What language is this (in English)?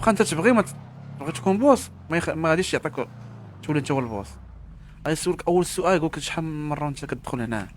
Moroccan Arabic